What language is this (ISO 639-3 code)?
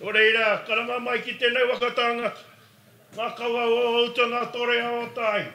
mri